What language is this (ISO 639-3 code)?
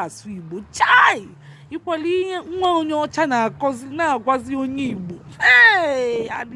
ibo